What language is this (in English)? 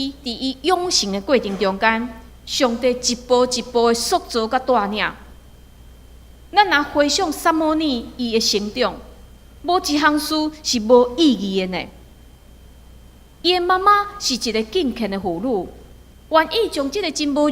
Min Nan Chinese